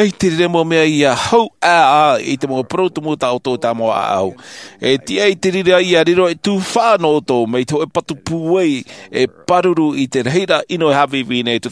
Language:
Tahitian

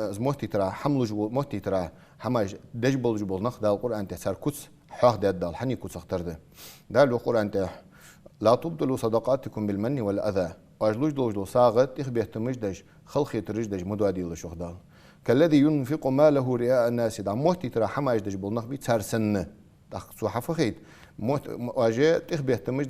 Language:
Ingush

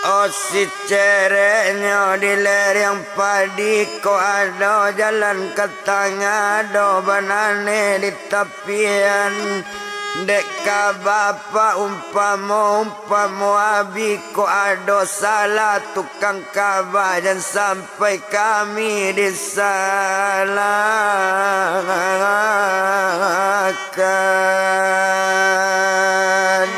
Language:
Minangkabau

